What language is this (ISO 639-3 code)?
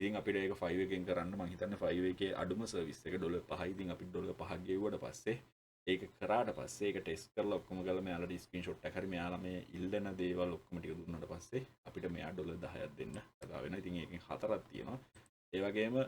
sin